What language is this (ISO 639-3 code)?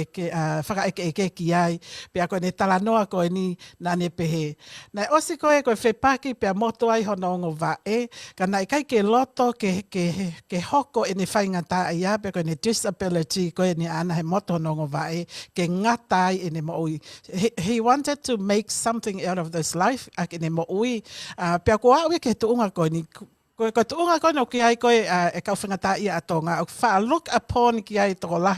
ton